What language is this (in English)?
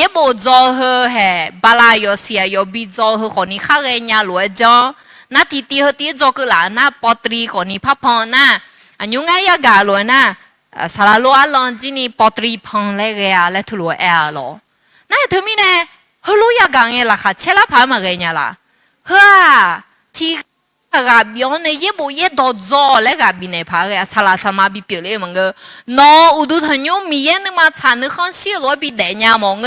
Akha